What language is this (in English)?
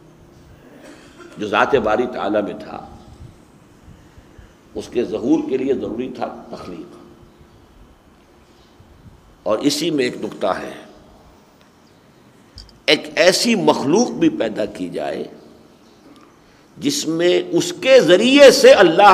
Urdu